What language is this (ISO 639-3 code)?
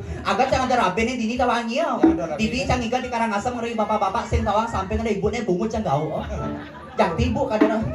ban